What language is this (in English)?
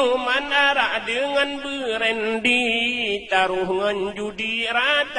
Achinese